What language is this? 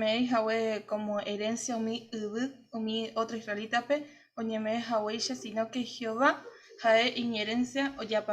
Guarani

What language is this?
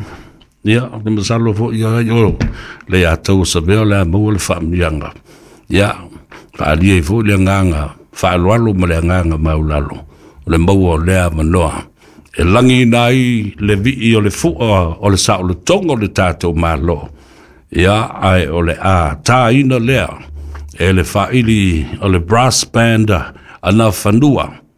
Samoan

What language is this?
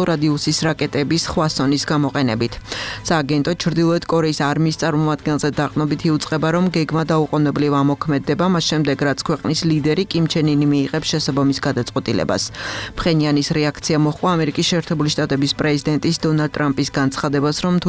Georgian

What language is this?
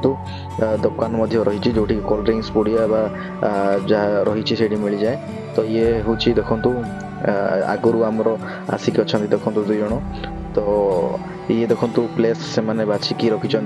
Odia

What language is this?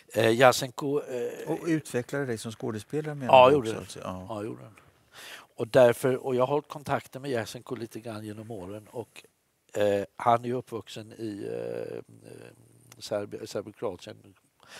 Swedish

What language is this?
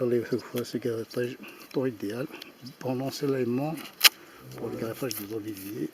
Kabyle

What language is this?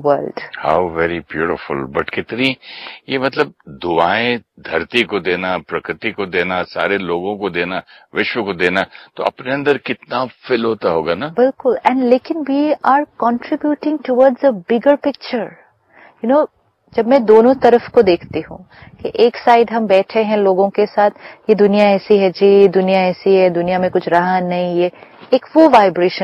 Hindi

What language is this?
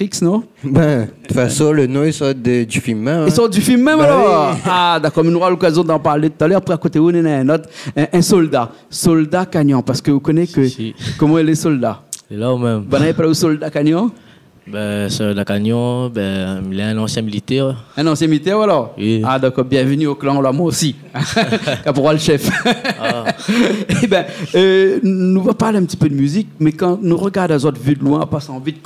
Réunion Creole French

